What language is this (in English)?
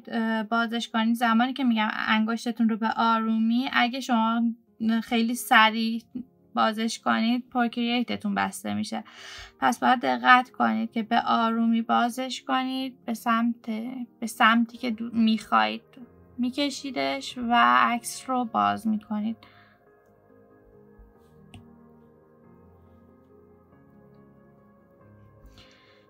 Persian